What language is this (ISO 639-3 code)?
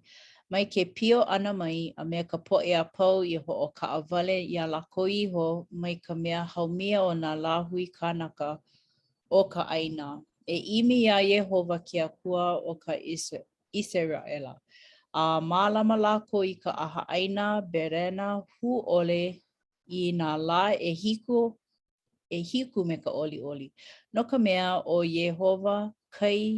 haw